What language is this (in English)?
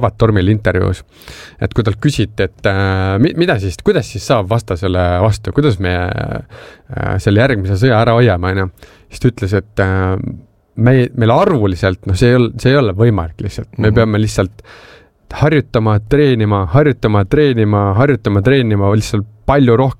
Estonian